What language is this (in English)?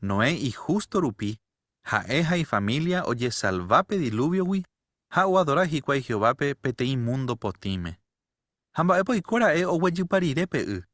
Guarani